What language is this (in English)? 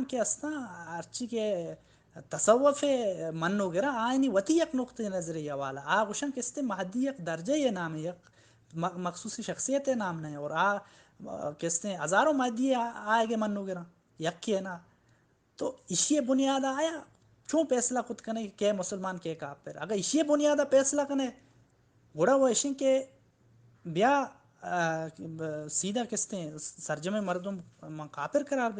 Baluchi